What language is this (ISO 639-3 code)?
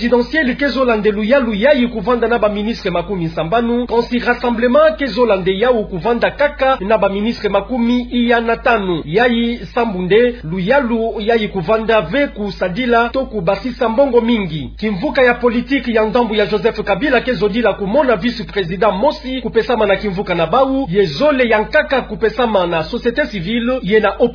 ktu